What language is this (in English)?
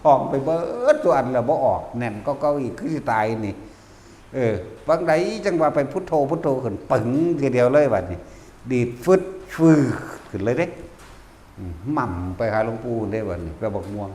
Northeastern Thai